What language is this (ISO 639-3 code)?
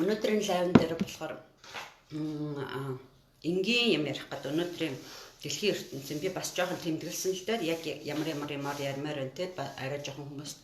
mon